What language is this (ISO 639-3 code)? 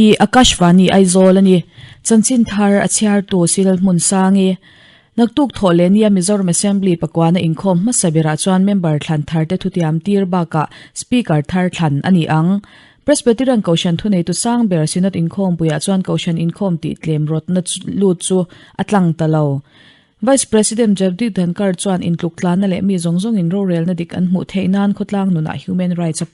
lus